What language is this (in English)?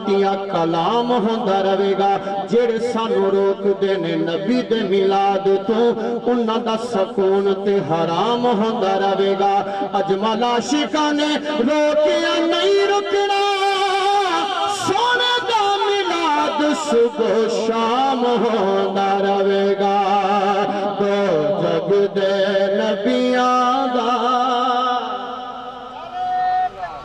Western Panjabi